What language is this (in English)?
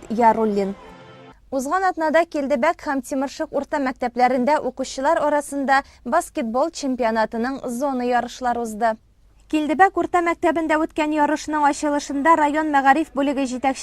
Tatar